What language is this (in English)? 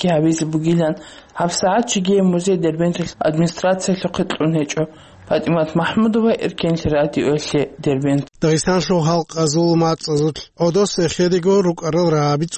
Avaric